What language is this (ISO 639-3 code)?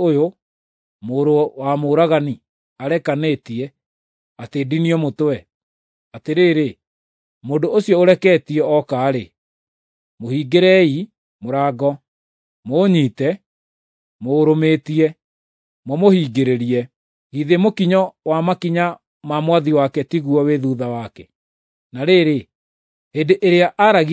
kik